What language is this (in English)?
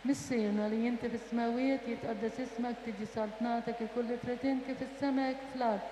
Maltese